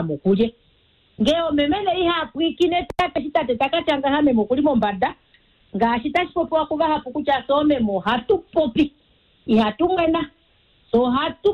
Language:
Kuanyama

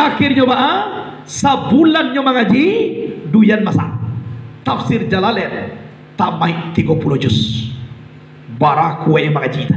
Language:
Minangkabau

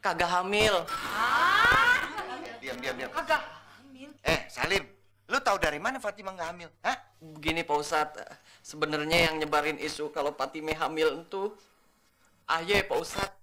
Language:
Betawi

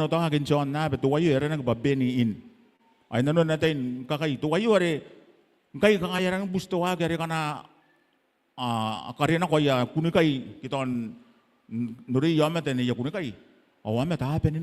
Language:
Gilbertese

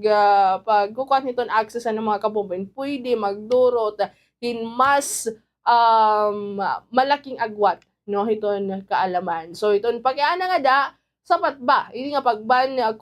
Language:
Waray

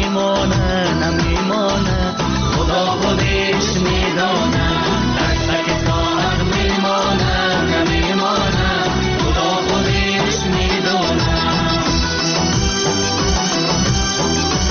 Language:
Persian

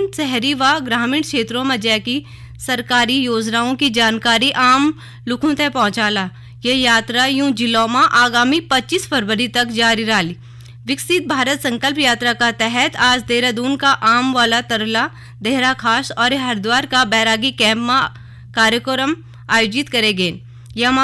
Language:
Garhwali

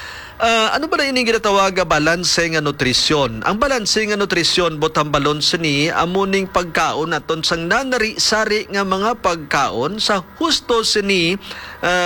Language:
Hiligaynon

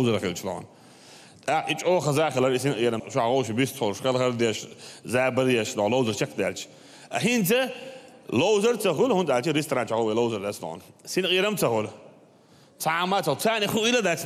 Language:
Chechen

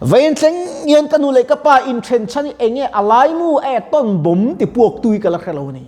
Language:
Mizo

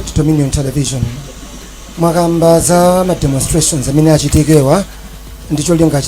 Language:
Nyanja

